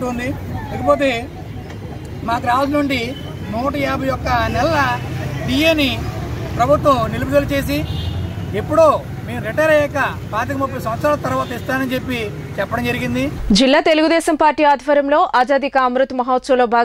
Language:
Telugu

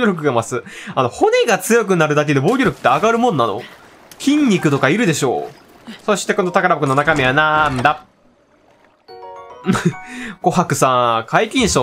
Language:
Japanese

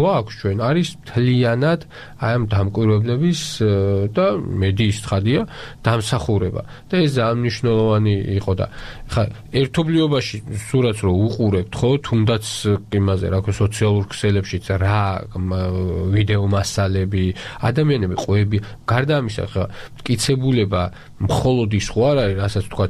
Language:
Georgian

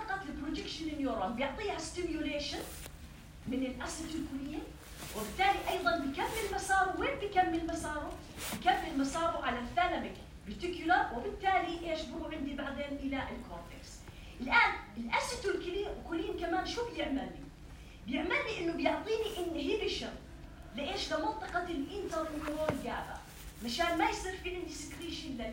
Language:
North Levantine Arabic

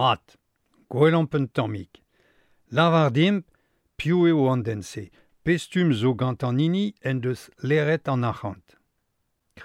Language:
Breton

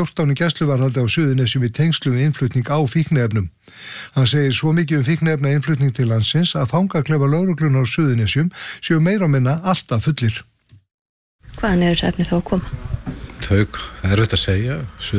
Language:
Icelandic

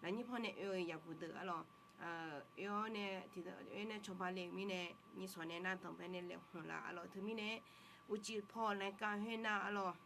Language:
Akha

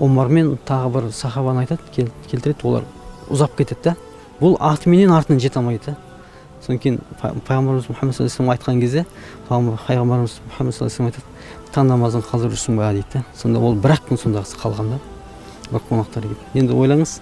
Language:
Kazakh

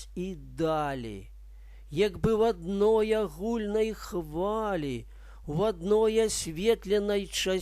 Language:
Belarusian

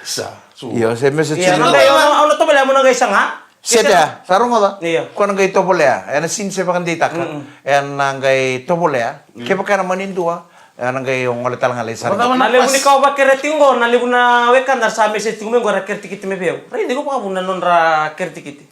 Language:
Fijian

